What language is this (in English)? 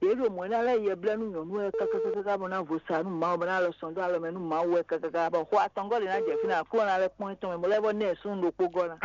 Fon